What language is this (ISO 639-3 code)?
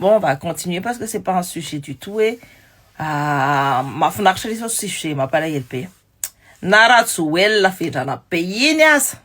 mlg